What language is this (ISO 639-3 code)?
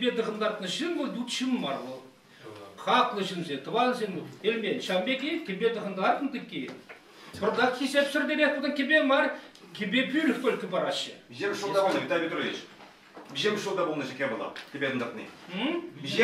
chv